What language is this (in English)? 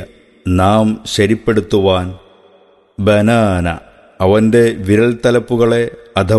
Malayalam